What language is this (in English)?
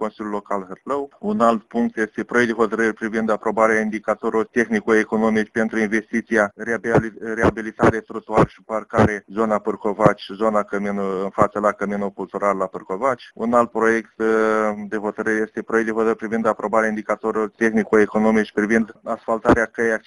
Romanian